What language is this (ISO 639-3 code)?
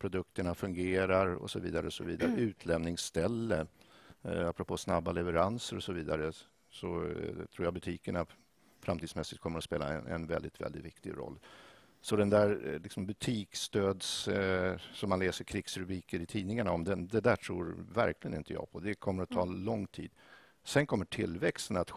swe